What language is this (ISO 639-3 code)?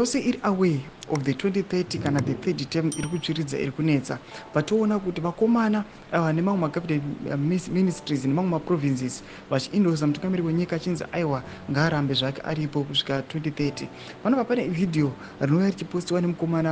sna